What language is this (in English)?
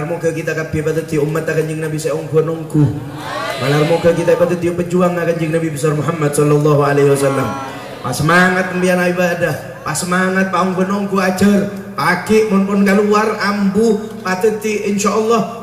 Madurese